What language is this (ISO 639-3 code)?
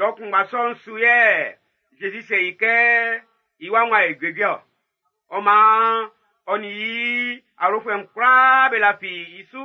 bci